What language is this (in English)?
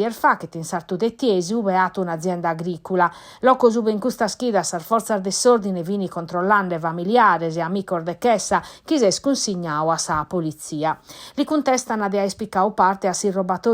Sardinian